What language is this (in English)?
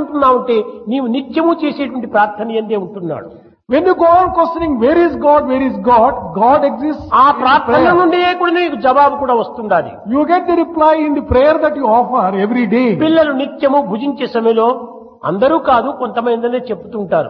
Telugu